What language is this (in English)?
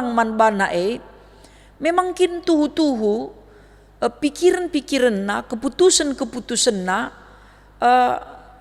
Batak Karo